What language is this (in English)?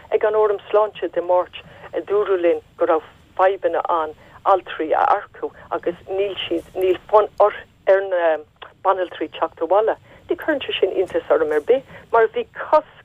Irish